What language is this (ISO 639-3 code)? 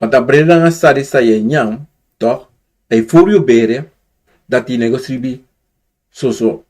srn